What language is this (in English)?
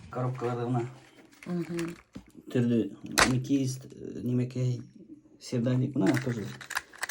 Bashkir